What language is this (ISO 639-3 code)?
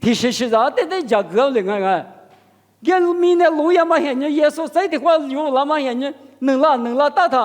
lis